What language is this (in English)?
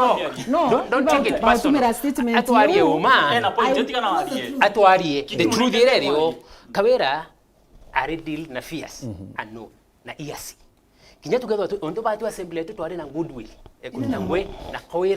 Meru